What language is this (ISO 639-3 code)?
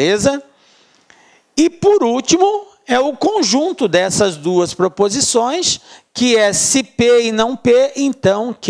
por